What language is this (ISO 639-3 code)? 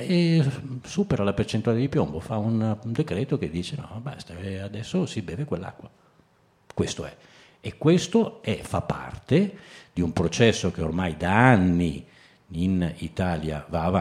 ita